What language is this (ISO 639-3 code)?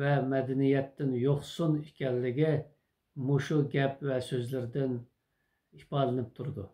uig